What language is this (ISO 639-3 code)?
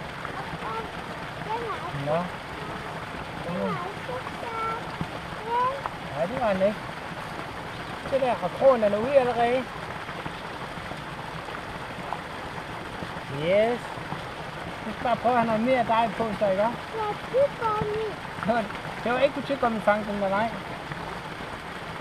dan